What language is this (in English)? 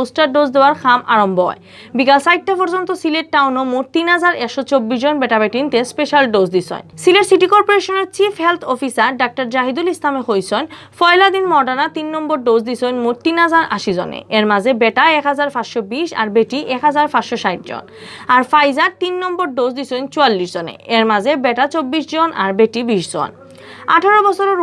Sylheti